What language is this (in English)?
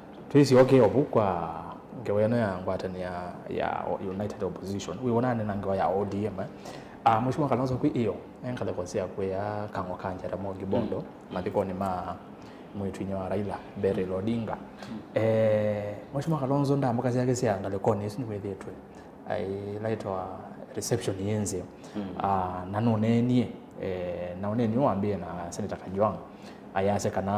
Kamba